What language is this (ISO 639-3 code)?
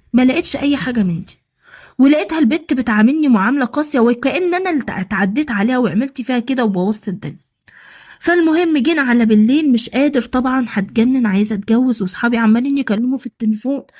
arz